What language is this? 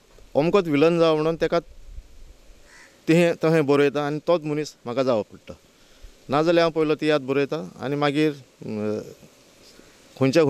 Konkani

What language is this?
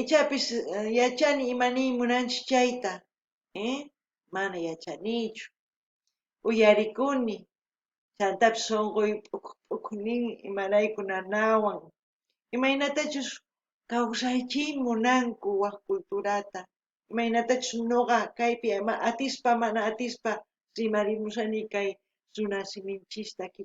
South Bolivian Quechua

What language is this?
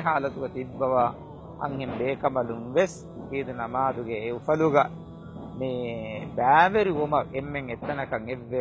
Divehi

